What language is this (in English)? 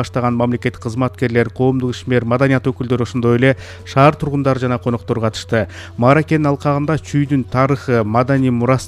Kyrgyz